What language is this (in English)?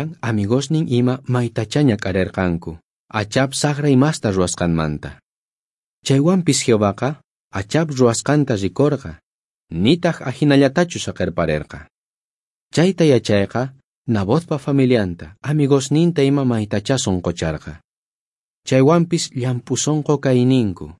South Bolivian Quechua